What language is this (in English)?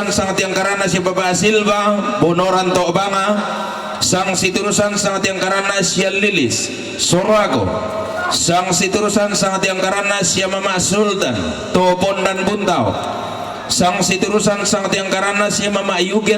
Toraja-Sa'dan